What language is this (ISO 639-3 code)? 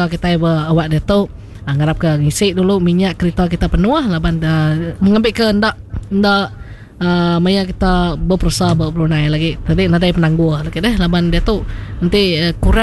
iba